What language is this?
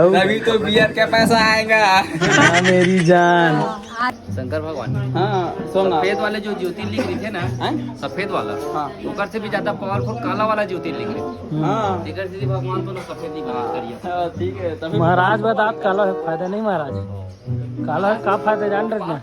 Chhattisgarhi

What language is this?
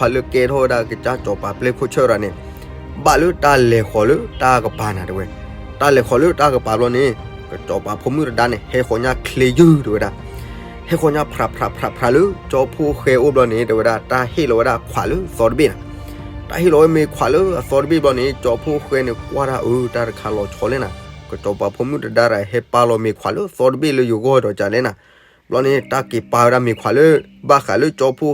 S'gaw Karen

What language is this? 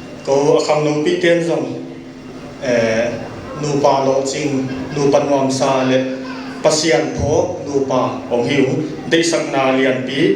Paite Chin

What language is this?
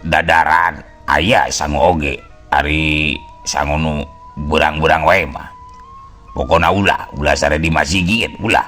Sundanese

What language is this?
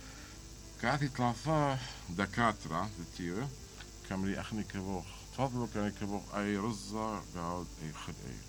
Mesopotamian Arabic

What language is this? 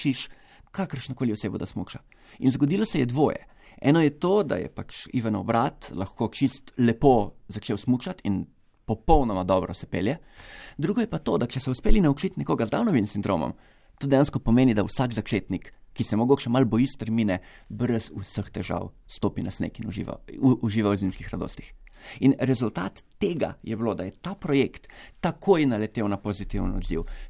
Slovenian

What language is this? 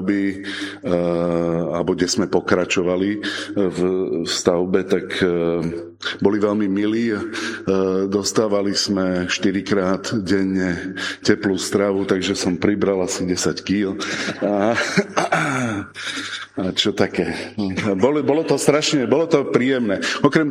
Slovak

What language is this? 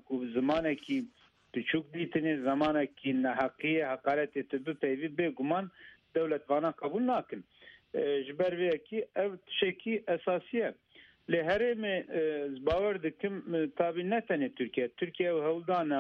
Kurdish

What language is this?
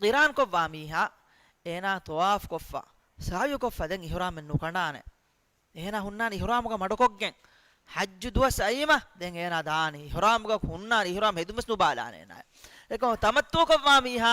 Divehi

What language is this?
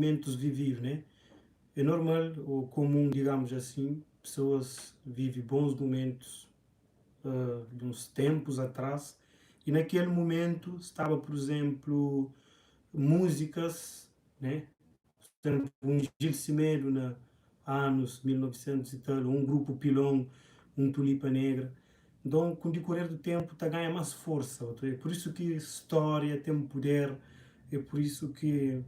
Kabuverdianu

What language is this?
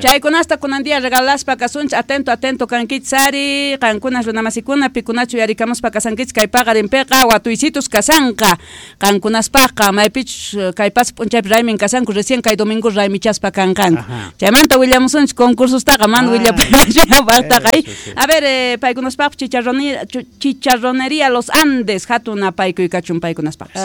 Quechua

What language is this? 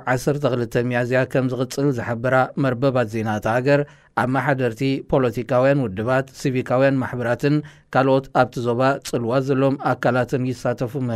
Tigrinya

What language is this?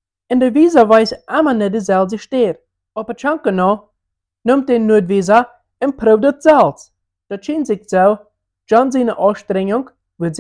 Plautdietsch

